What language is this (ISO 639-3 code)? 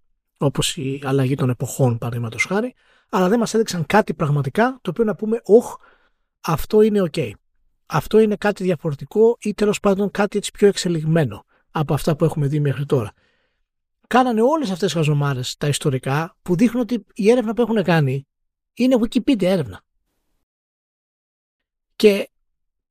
ell